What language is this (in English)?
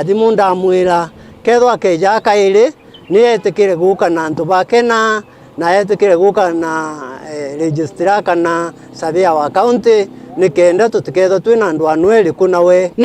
Meru